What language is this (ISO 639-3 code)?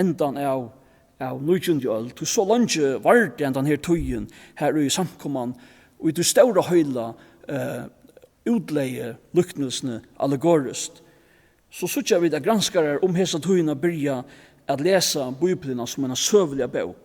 fao